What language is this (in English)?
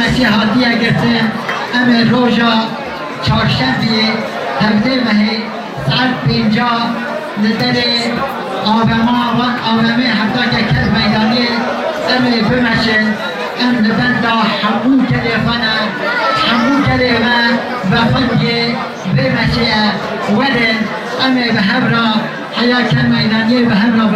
Kurdish